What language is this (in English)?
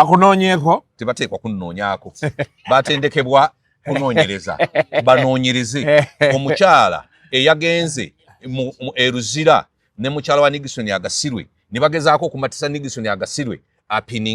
Ganda